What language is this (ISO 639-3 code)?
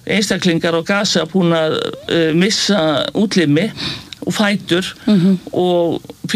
isl